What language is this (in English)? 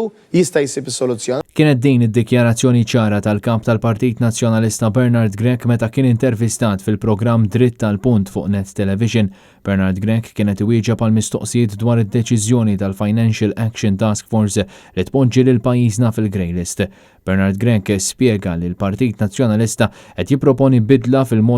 Maltese